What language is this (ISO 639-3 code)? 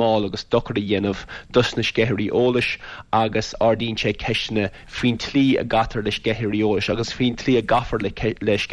gle